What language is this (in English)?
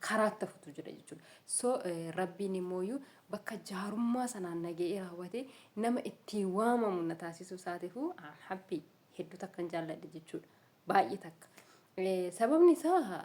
Oromo